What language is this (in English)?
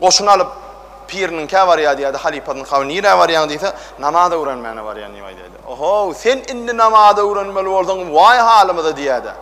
Turkmen